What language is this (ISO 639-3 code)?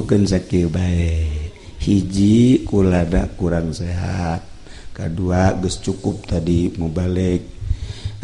sun